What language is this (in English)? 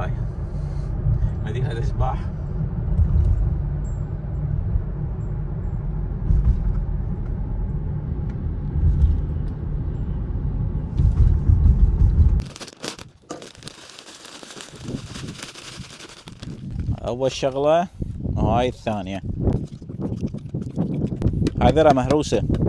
Mesopotamian Arabic